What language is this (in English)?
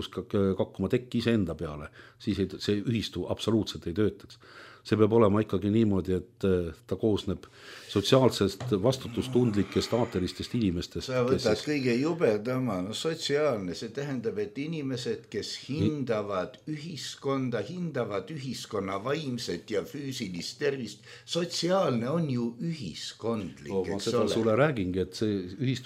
Estonian